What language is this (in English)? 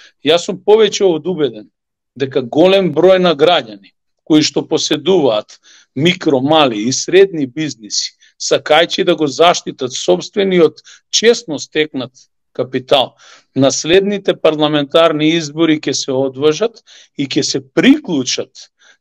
Macedonian